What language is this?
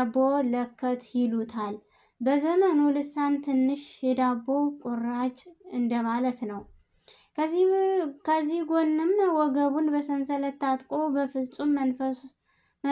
Amharic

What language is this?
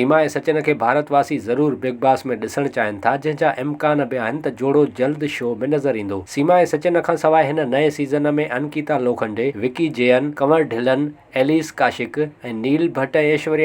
Sindhi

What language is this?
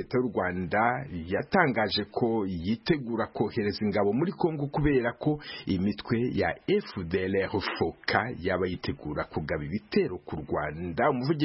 Kinyarwanda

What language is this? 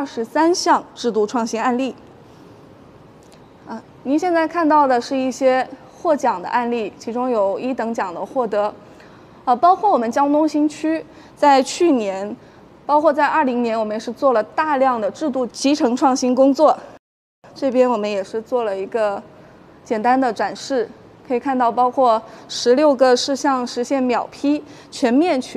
Chinese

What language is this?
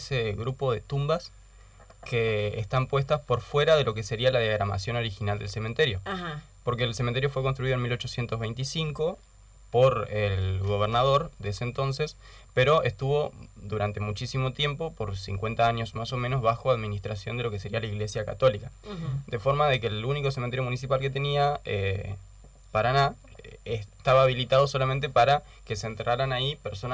Spanish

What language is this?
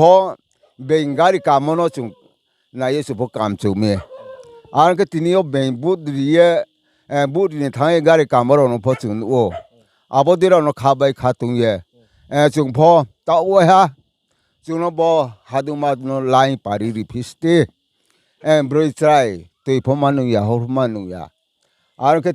Riang (India)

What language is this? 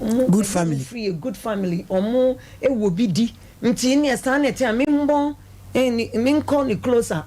Akan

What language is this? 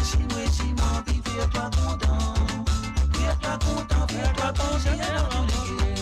Morisyen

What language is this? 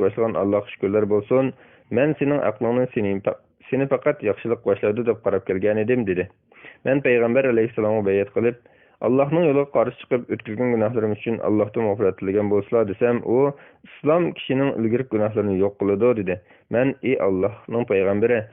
Uyghur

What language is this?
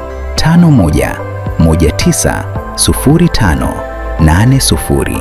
Gusii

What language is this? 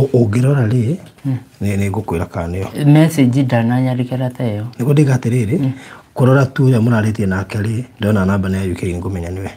Kikuyu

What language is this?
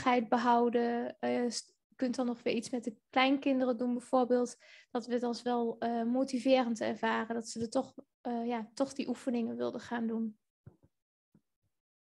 Dutch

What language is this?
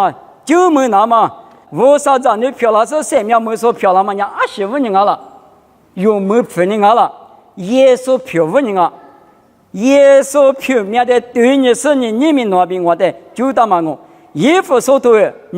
Lisu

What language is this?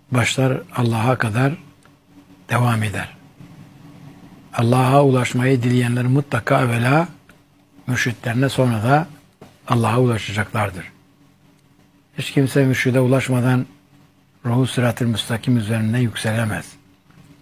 Turkish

